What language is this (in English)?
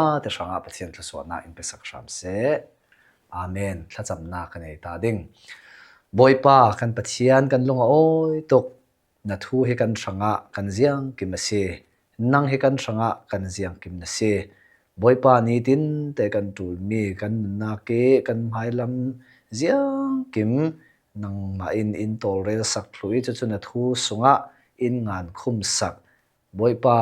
Falam Chin